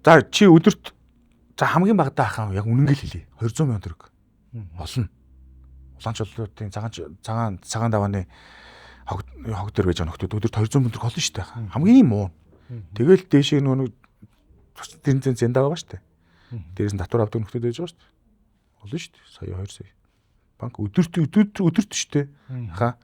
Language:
Mongolian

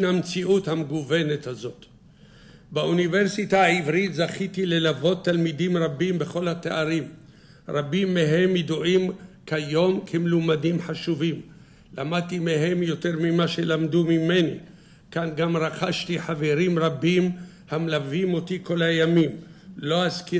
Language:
Hebrew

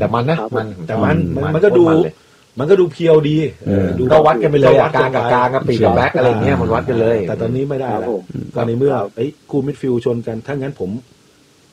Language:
Thai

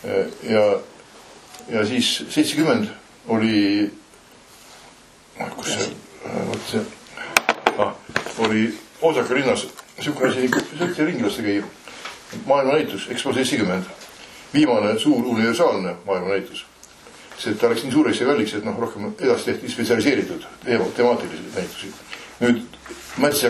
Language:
Estonian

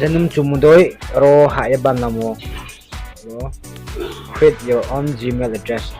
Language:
Riang (India)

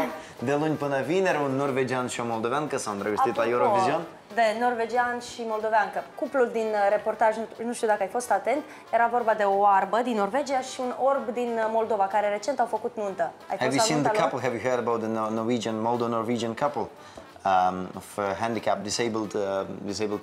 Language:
Romanian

